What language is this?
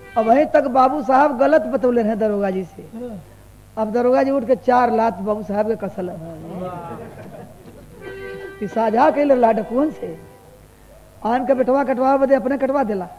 Bhojpuri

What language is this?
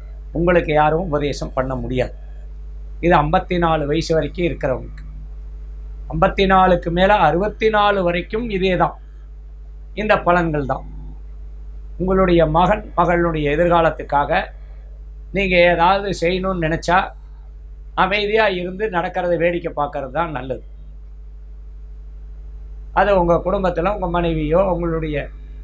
Tamil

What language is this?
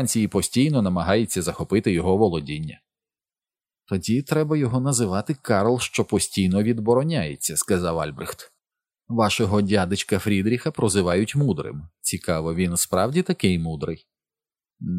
Ukrainian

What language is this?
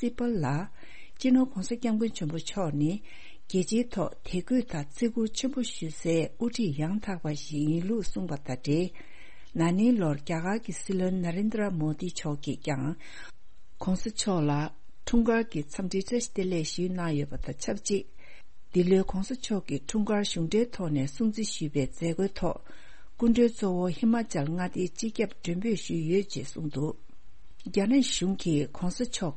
Tibetan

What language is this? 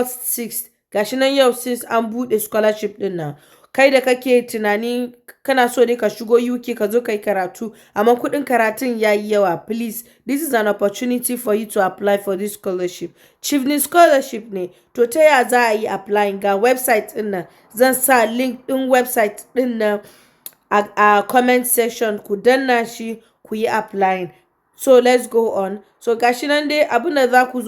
Hausa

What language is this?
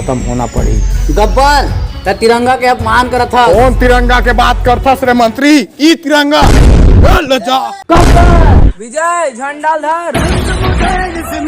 Chhattisgarhi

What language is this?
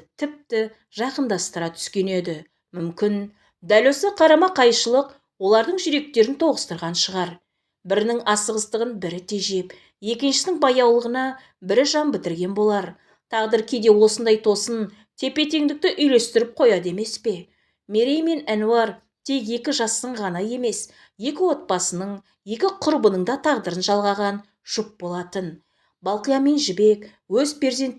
Kazakh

